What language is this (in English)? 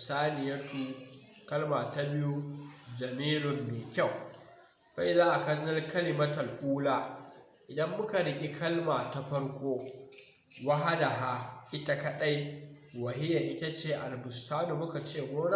Hausa